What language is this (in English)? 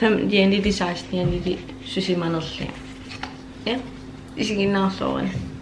Kalaallisut